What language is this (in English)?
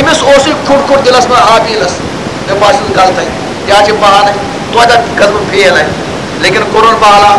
Kashmiri